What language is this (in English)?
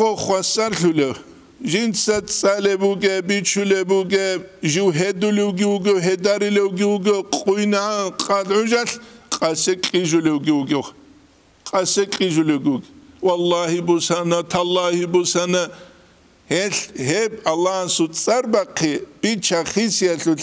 Avaric